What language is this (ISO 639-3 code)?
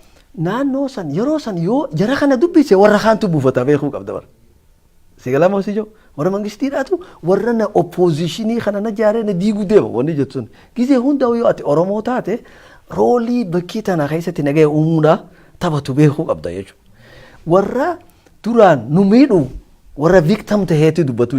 orm